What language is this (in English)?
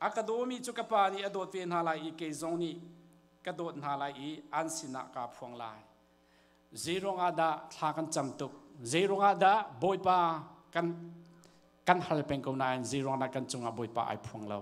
Hakha Chin